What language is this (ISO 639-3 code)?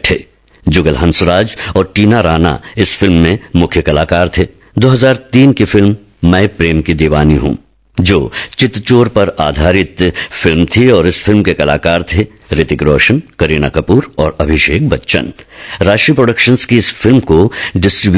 hin